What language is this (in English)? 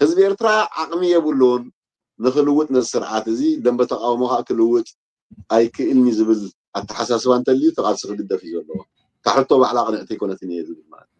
Tigrinya